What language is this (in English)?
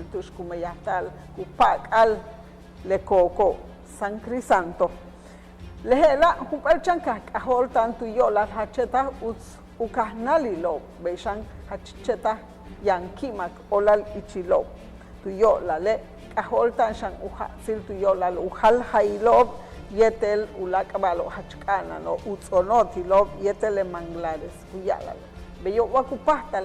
Yucateco